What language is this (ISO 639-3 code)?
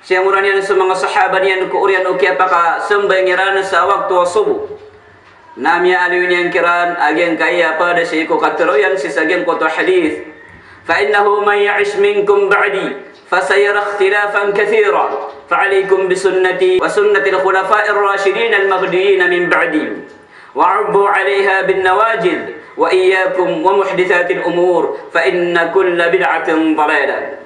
mrw